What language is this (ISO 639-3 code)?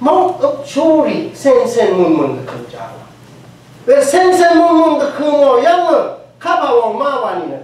raw